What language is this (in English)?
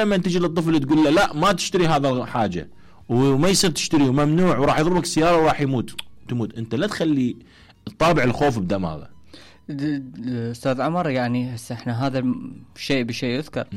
Mesopotamian Arabic